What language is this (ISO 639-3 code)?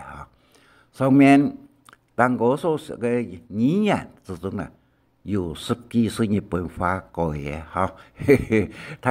hak